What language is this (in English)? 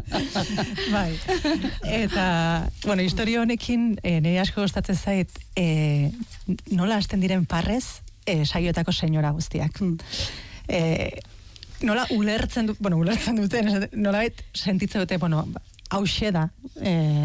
Basque